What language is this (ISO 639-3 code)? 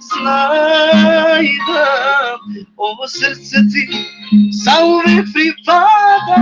rmn